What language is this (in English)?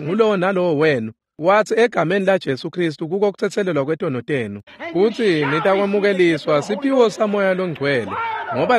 Swati